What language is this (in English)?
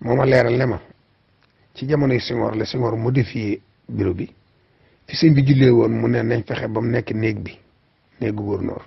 Wolof